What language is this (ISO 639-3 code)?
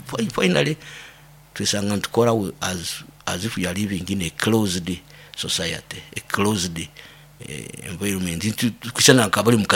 nyo